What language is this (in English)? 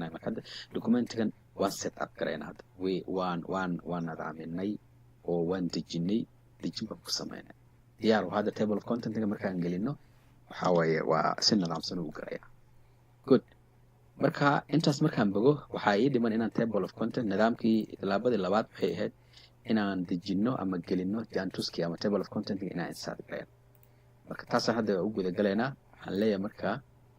Somali